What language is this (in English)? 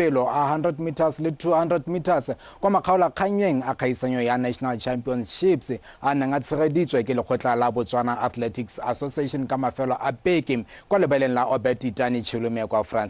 Tswana